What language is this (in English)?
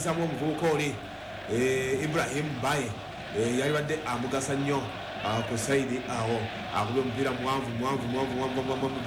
Ganda